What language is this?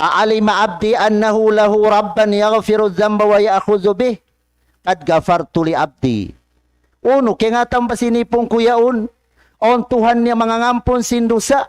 Tausug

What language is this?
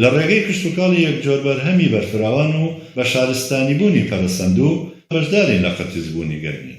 Central Kurdish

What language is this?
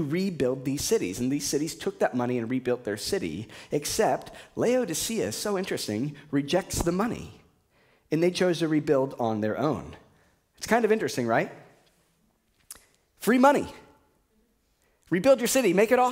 English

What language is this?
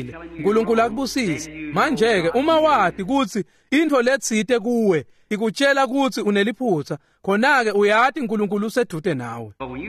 Swati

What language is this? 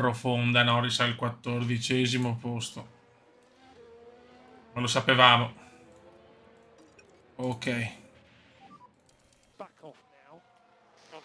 Italian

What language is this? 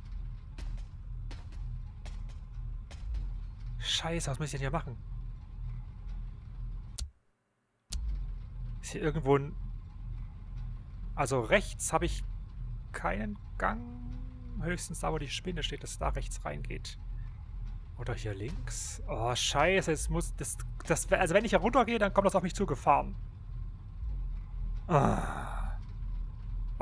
German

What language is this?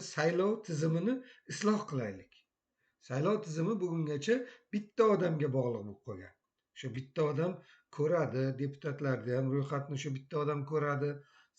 Uzbek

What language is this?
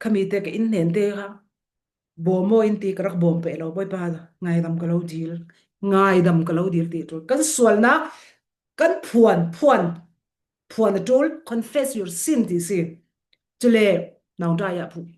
Falam Chin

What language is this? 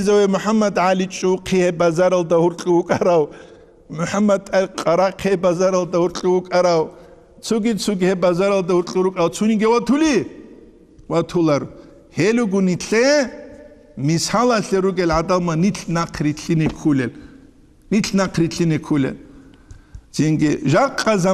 Avaric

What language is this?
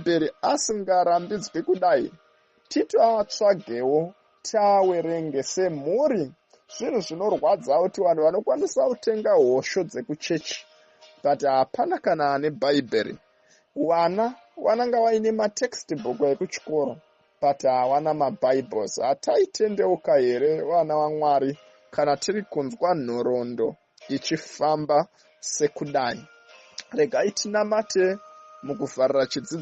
Shona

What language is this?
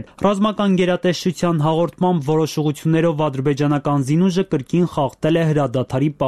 Armenian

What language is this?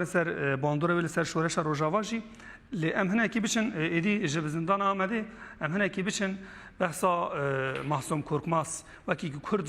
Kurdish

